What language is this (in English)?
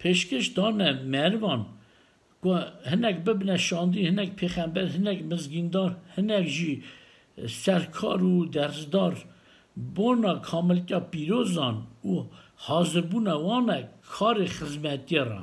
Kurdish